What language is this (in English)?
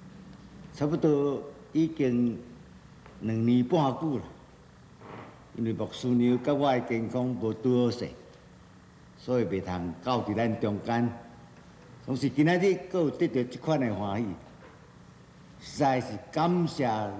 Min Nan Chinese